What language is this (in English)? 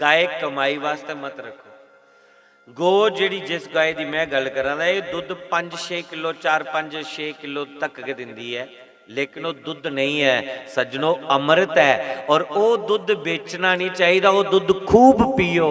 Dogri